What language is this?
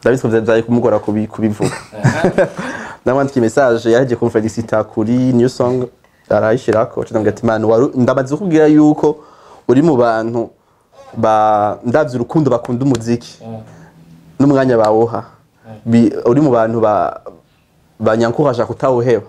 Rundi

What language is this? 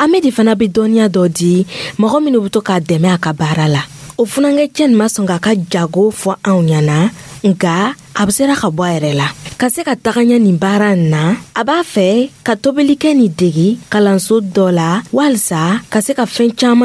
Dyula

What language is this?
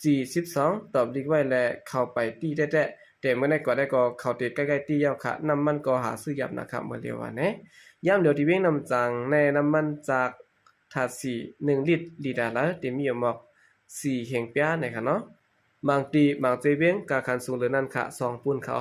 Shan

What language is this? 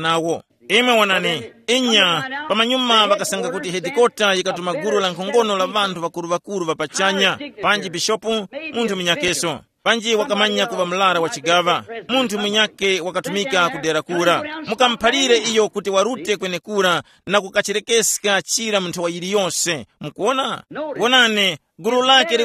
Tumbuka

